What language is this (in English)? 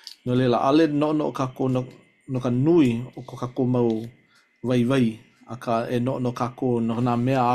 Hawaiian